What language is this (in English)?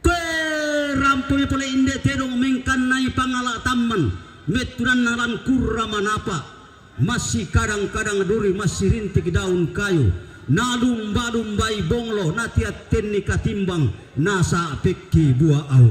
Toraja-Sa'dan